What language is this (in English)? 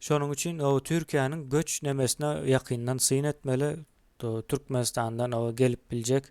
Turkmen